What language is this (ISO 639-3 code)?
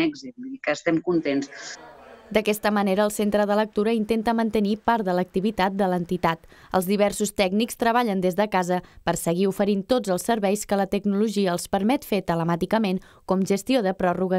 cat